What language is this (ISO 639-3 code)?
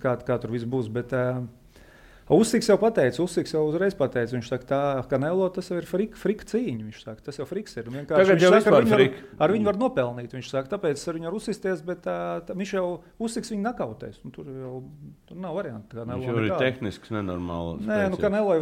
lav